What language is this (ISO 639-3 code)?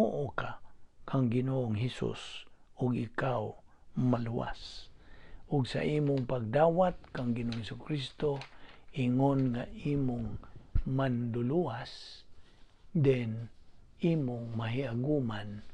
ceb